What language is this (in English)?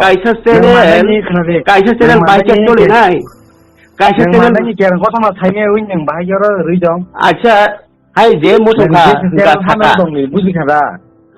Kok Borok